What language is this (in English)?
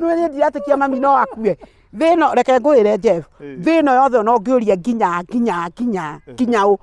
Kikuyu